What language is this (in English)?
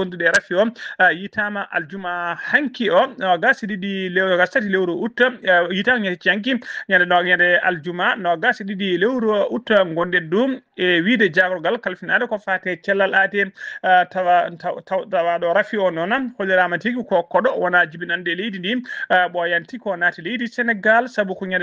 Fula